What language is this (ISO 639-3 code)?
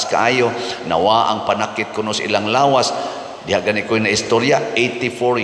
ceb